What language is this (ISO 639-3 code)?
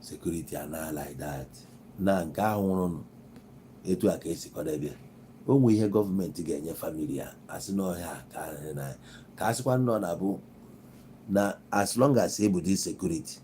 ibo